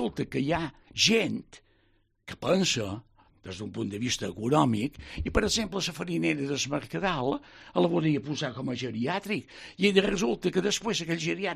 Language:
Catalan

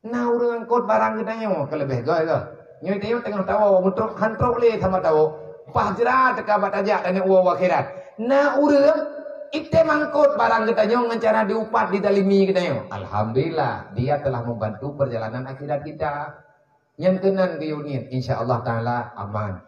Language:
Achinese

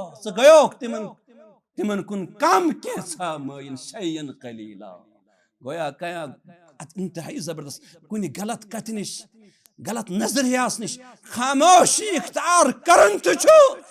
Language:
Kashmiri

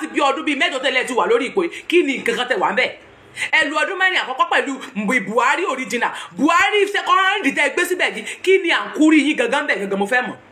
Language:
Yoruba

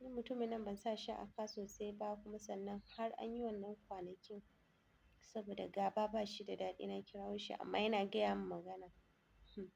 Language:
Hausa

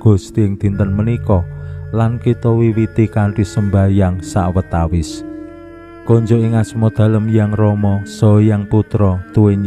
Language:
Javanese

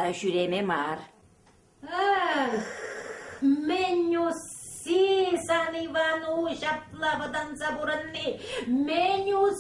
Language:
Chuvash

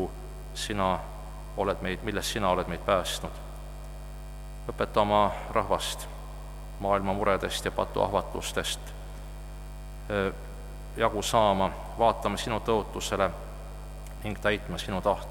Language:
Estonian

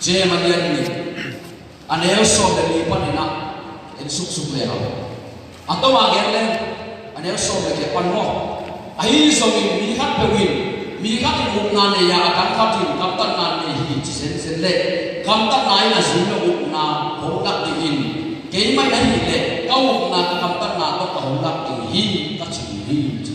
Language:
Tedim Chin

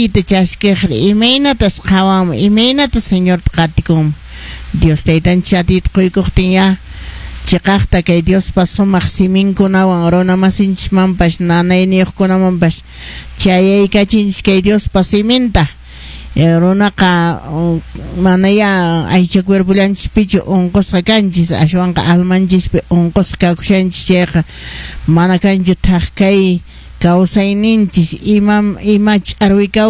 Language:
Quechua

